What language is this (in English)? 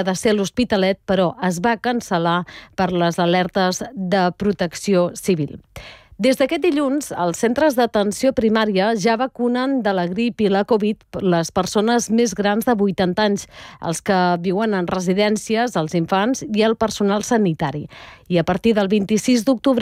Catalan